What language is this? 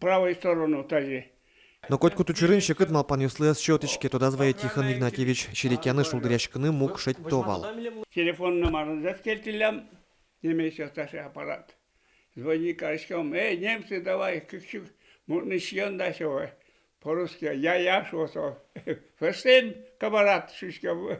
Udmurt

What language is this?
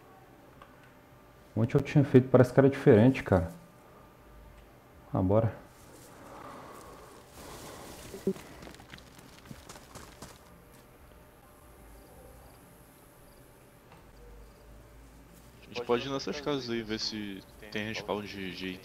Portuguese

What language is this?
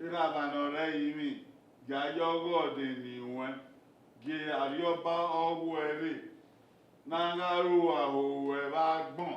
Bini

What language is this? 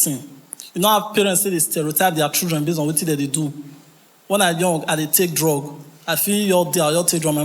Nigerian Pidgin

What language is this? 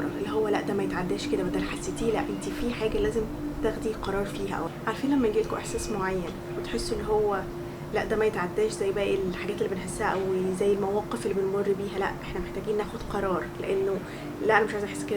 Egyptian Arabic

